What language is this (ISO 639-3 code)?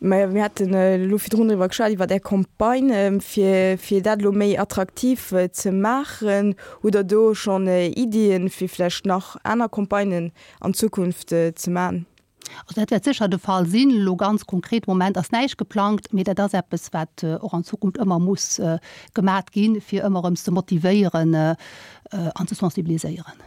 ltz